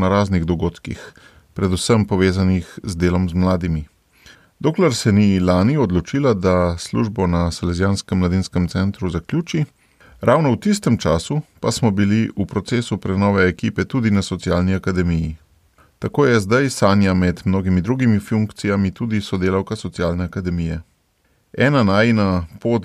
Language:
Slovenian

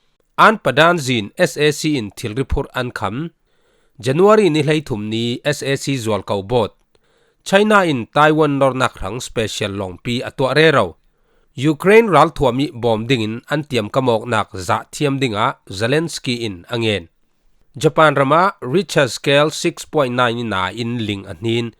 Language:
Falam Chin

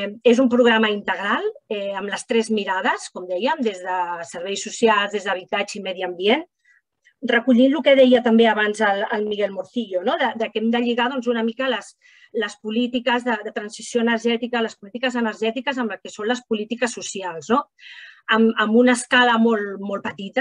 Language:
Catalan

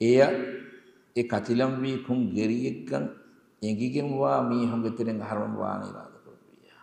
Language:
Divehi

